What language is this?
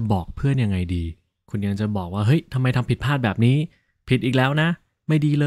Thai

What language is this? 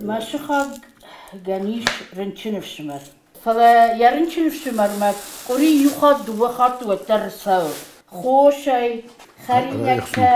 Ossetic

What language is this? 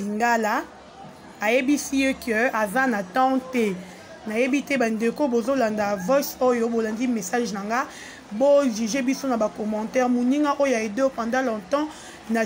Lingala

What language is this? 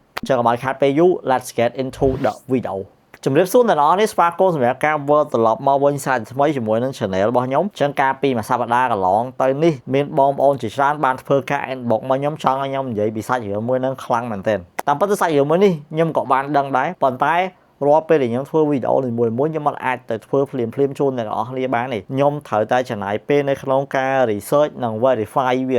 Khmer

